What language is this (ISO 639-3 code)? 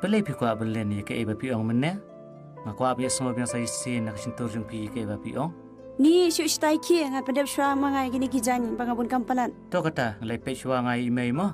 kha